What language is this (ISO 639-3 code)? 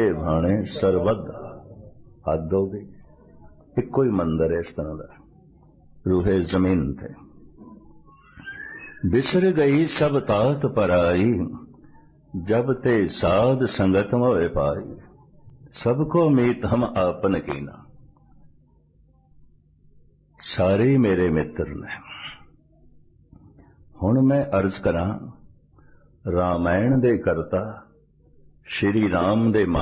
pan